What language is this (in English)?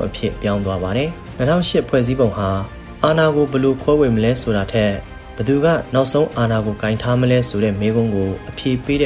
Burmese